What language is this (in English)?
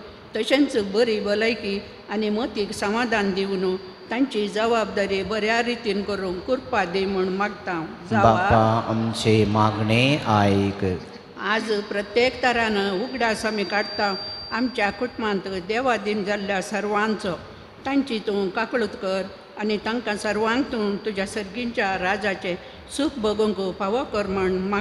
Konkani